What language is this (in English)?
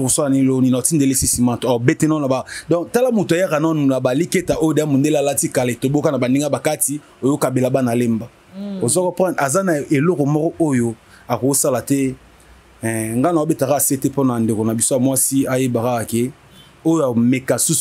Lingala